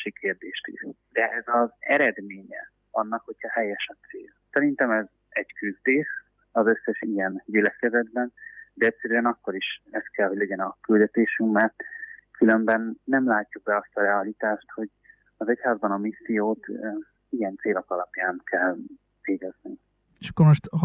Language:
Hungarian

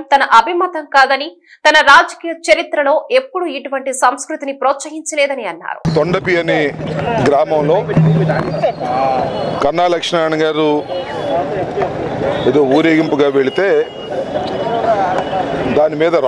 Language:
Telugu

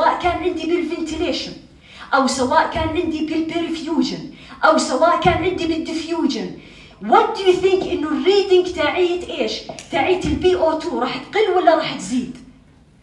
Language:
North Levantine Arabic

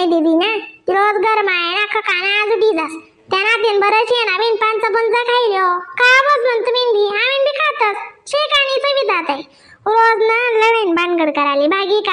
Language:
Khandesi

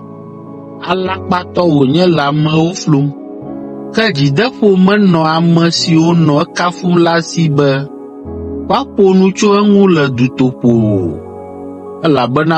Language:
Ewe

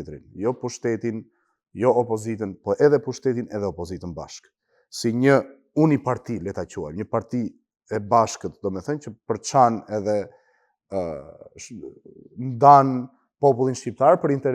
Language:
Albanian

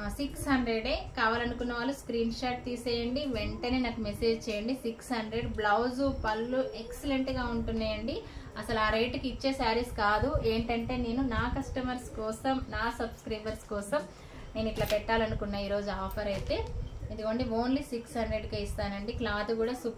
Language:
Telugu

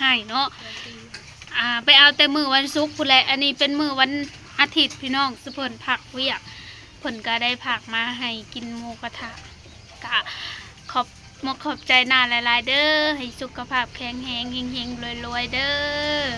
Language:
Lao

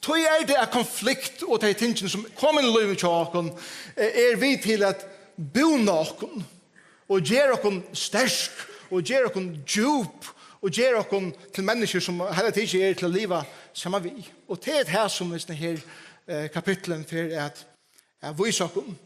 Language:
Faroese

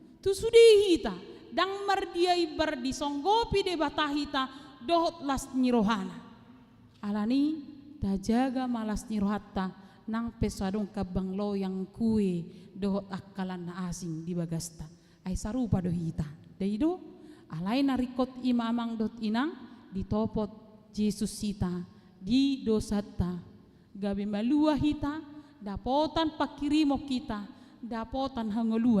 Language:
Batak Toba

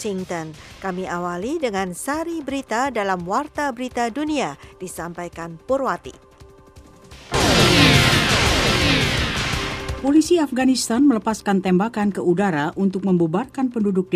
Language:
Indonesian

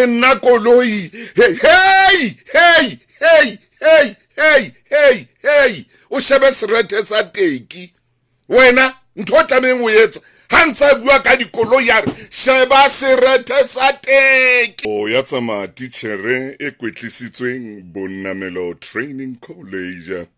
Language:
Southern Sotho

